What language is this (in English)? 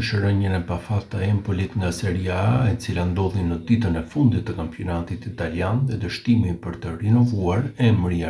Albanian